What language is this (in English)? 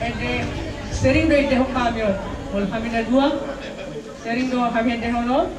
Batak Toba